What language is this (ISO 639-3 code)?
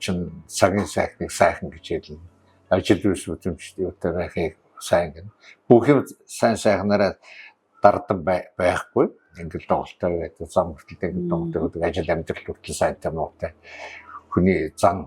mon